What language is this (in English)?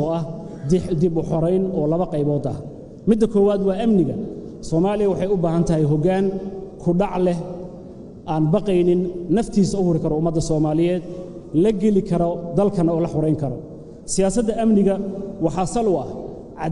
Somali